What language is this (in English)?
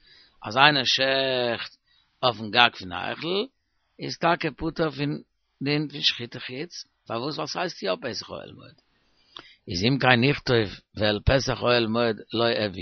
Yiddish